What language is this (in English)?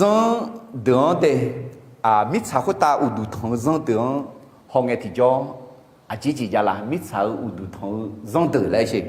Akha